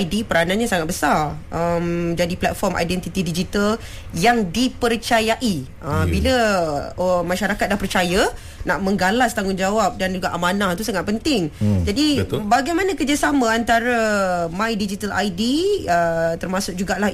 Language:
Malay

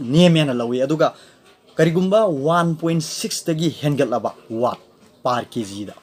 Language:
Manipuri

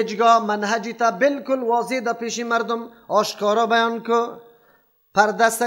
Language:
Persian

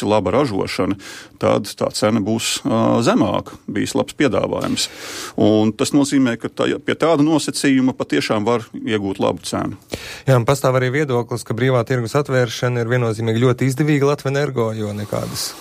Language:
Latvian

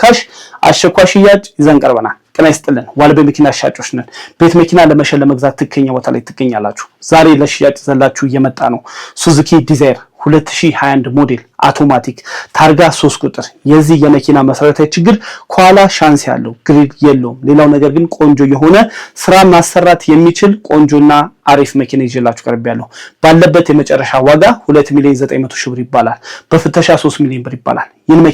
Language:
Amharic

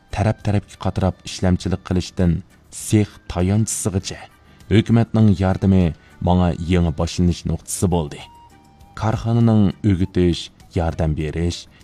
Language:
Uyghur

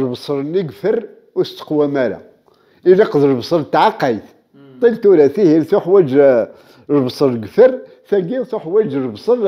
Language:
Kabyle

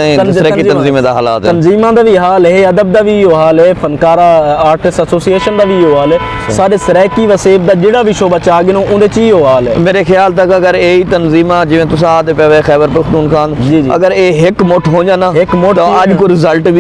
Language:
Saraiki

